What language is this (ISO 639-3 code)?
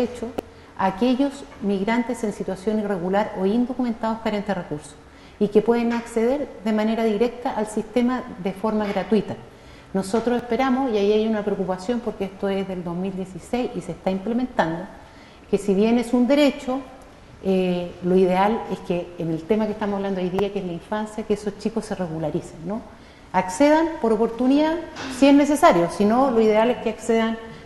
spa